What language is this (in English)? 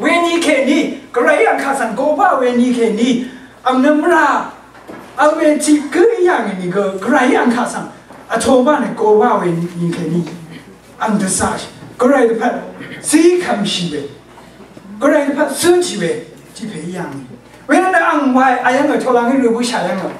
Rawang